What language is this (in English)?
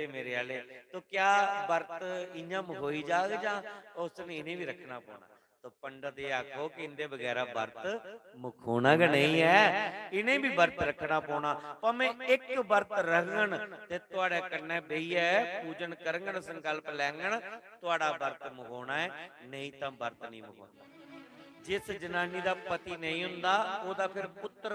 Dogri